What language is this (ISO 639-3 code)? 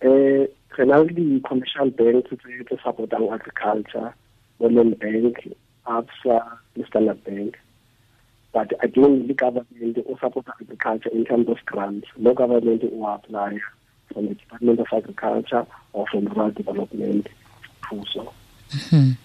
tsn